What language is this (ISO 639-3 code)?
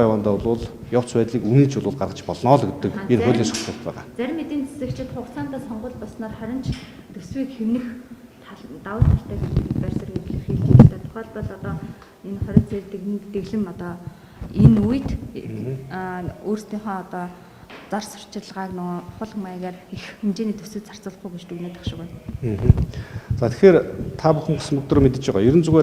mon